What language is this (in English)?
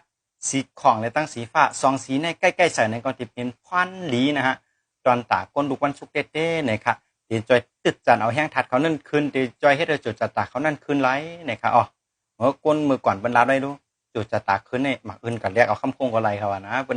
Shan